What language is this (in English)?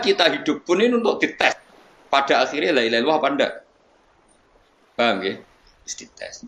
Indonesian